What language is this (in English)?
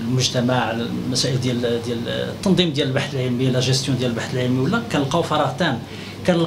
Moroccan Arabic